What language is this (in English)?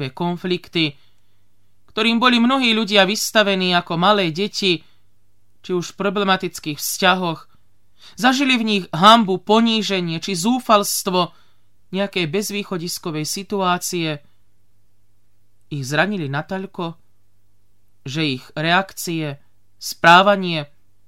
Slovak